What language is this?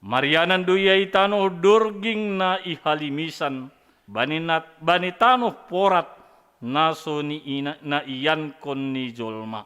Batak Simalungun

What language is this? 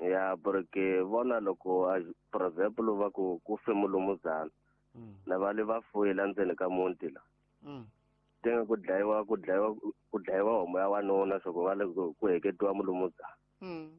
Tsonga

